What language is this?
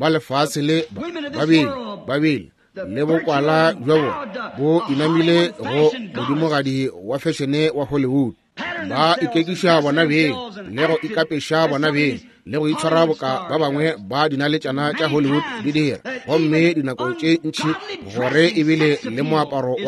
Northern Sotho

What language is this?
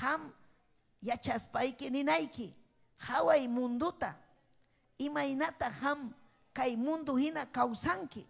Ayacucho Quechua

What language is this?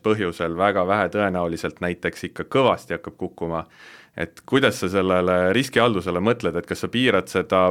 Estonian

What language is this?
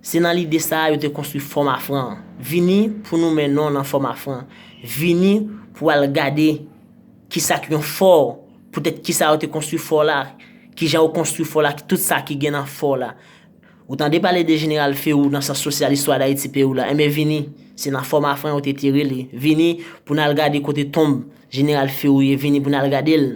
Haitian Creole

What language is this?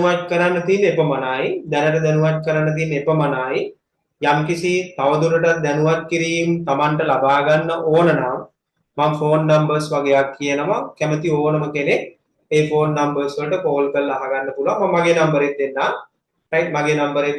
Sinhala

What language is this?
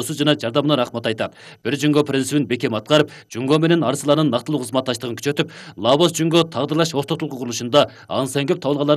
Kyrgyz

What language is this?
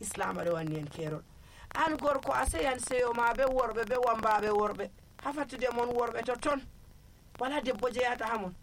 Nigerian Fulfulde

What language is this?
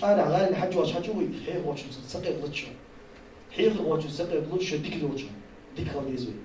Ingush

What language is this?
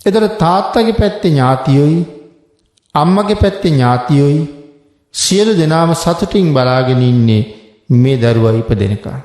Sinhala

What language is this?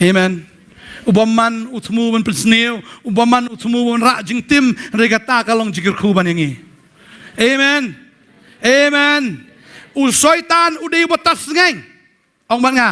Khasi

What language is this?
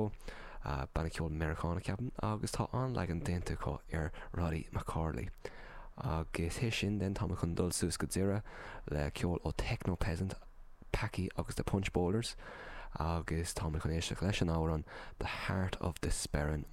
Irish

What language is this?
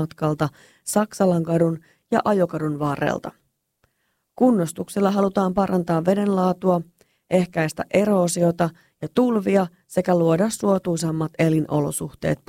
Finnish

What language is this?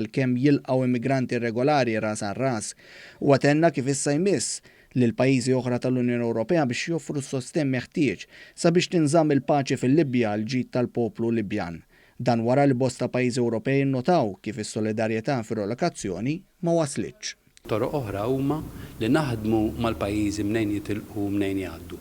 Maltese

